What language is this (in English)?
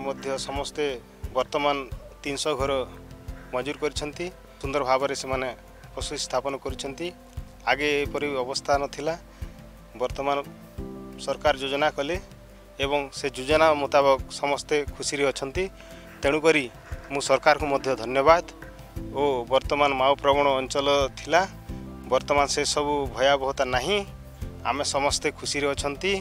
Odia